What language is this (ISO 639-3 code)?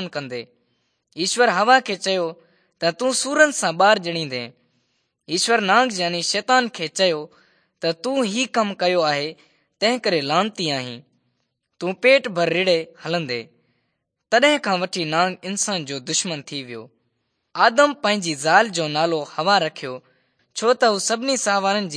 snd